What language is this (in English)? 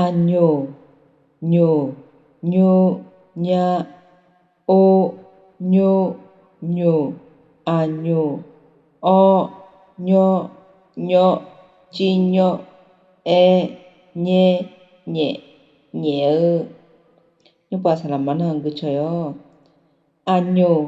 Akha